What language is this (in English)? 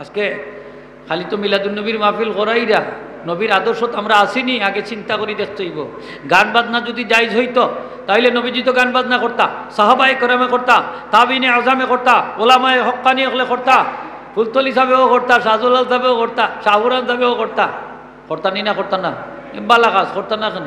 Sylheti